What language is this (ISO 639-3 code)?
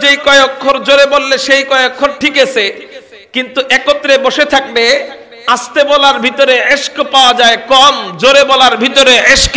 ben